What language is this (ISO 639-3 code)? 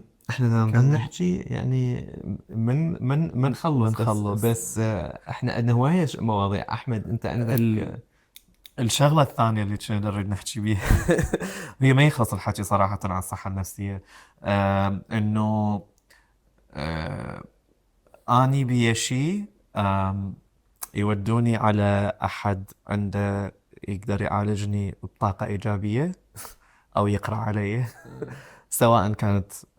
acm